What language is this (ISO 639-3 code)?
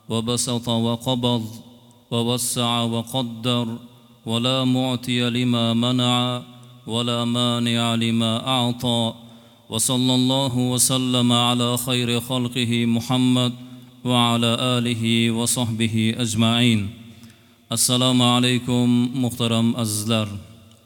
uzb